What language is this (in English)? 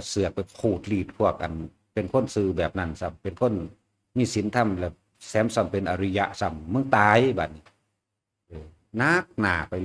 Northeastern Thai